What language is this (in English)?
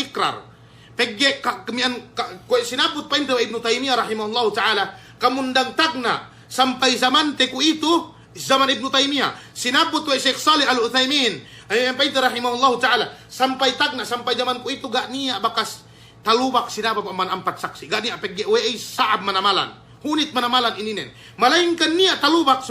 Yakan